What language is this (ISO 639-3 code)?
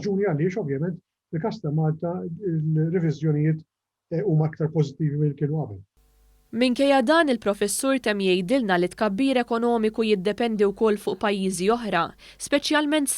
mlt